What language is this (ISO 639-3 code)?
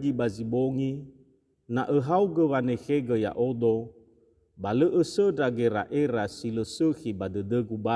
nia